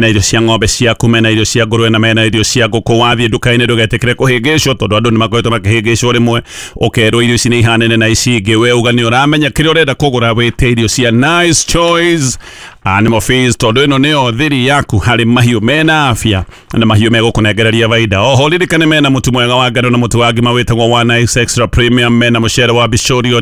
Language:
Kikuyu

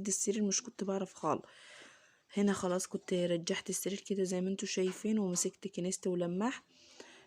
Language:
Egyptian Arabic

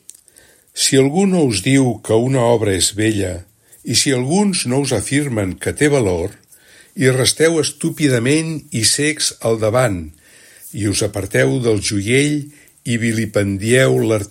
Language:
Catalan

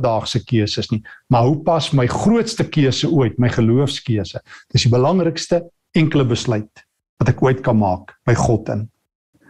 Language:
Afrikaans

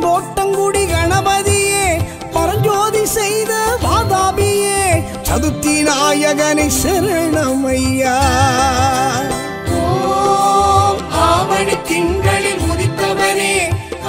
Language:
Tamil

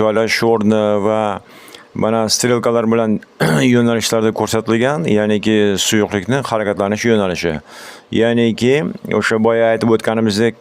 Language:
Uzbek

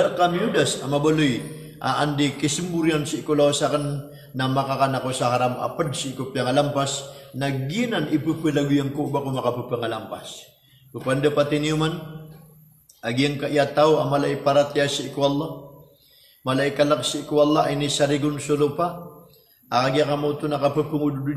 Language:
Maranao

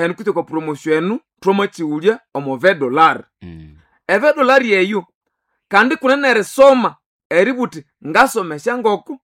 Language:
Nande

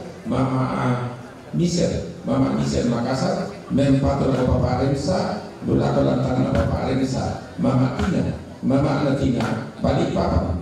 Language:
Toraja-Sa'dan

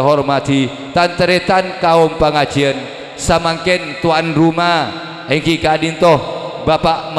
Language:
Madurese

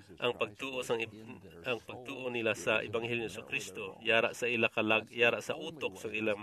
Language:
Hiligaynon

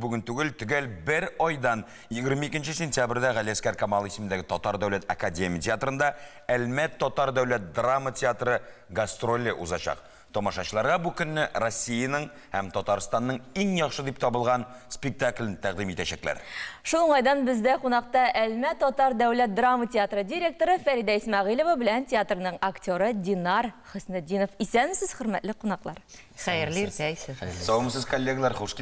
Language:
Tatar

